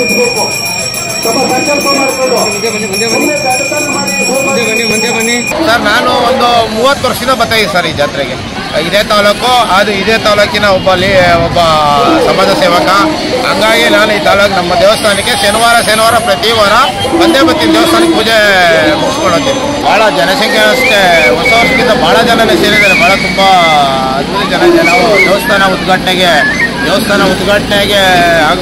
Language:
Kannada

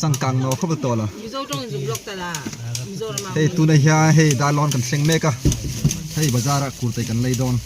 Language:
Hmar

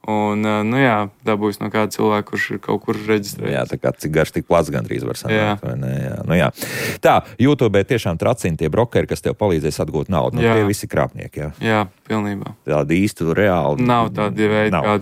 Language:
Latvian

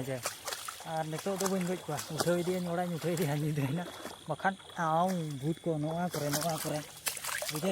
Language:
Santali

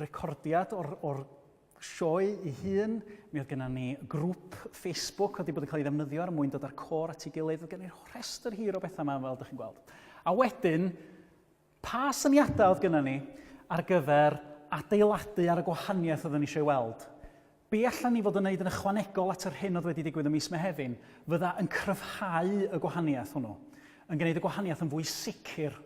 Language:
Welsh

